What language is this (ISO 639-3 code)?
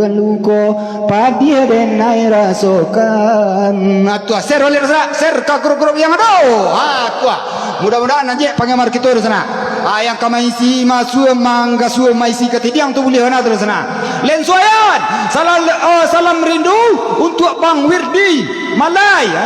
min